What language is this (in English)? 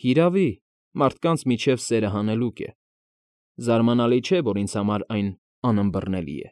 Armenian